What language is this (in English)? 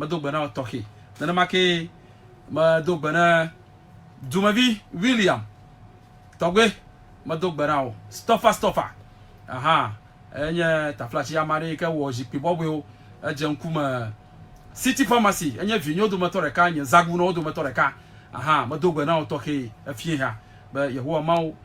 Ewe